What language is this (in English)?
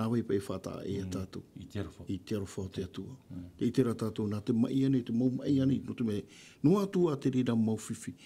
Tahitian